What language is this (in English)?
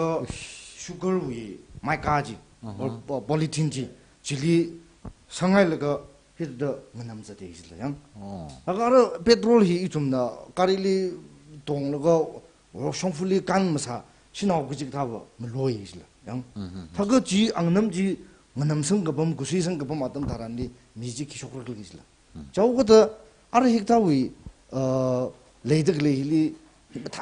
Tangkhul Naga (India)